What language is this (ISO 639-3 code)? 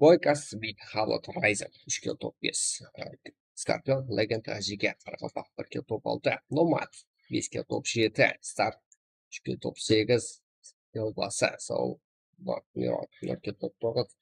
kaa